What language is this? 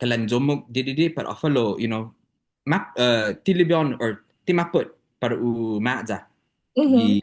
Chamorro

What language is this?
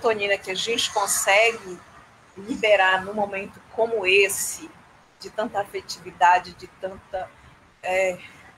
Portuguese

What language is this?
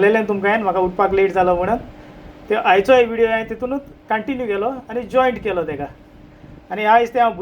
Konkani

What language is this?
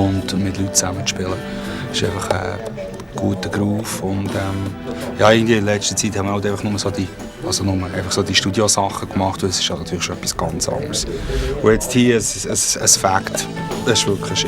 Swiss German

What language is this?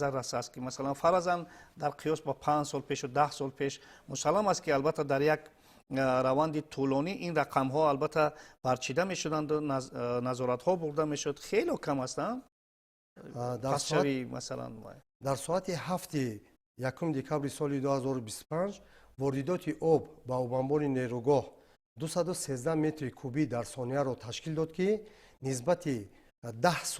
Tajik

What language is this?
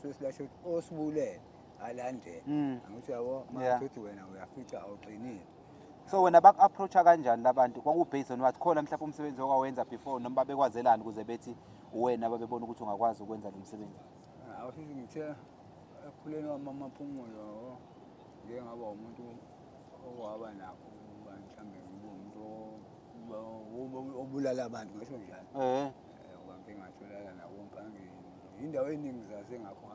Zulu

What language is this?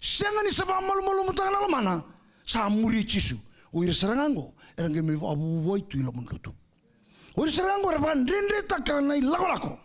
Fijian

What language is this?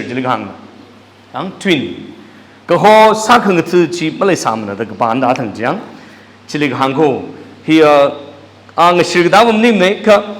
Tangkhul Naga (India)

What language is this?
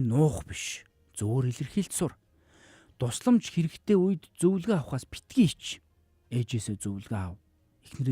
Mongolian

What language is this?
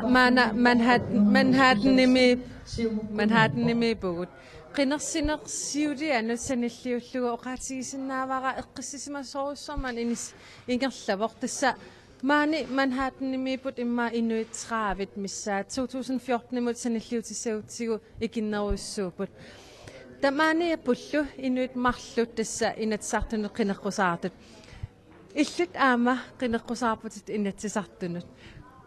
Kalaallisut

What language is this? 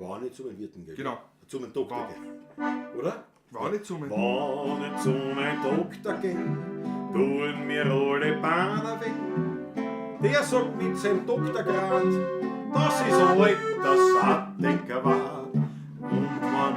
Bavarian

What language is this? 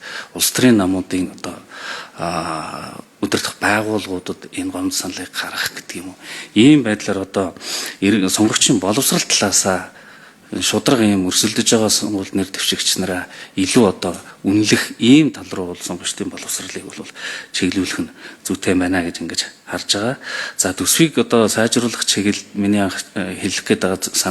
Mongolian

